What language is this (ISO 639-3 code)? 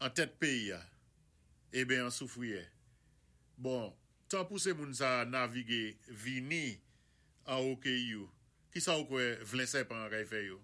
acf